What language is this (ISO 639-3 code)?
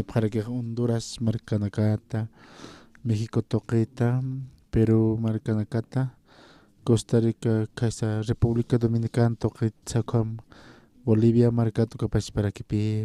aym